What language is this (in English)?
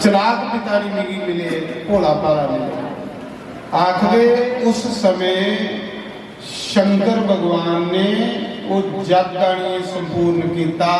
Dogri